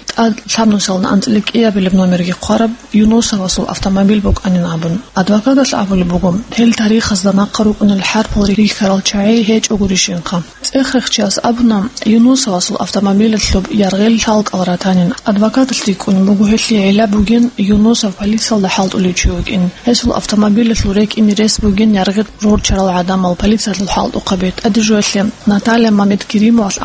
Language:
Avaric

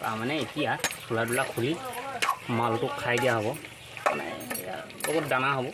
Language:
Assamese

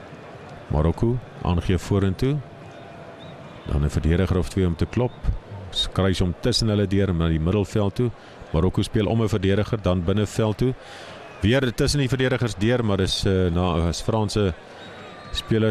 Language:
Afrikaans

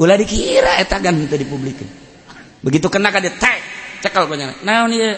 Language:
Sundanese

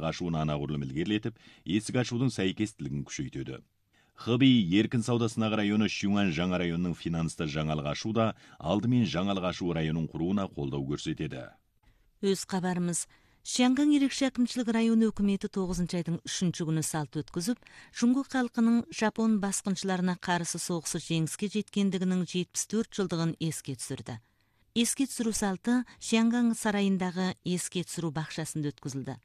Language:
Kazakh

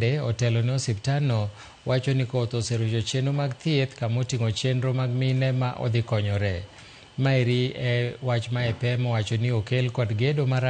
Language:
Luo (Kenya and Tanzania)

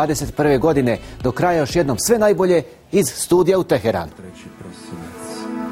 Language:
Bosnian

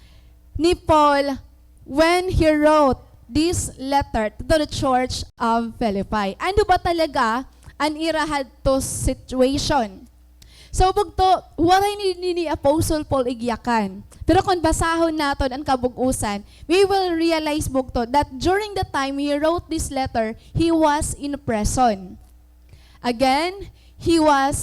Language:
Waray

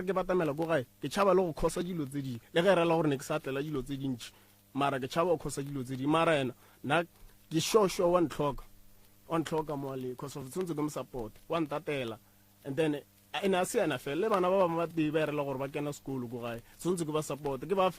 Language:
Northern Sotho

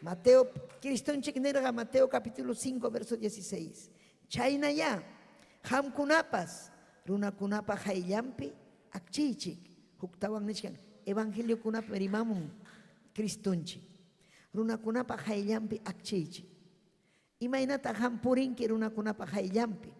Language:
Ayacucho Quechua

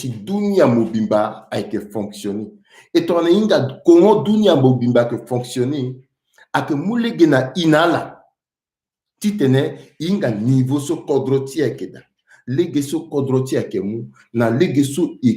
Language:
Sango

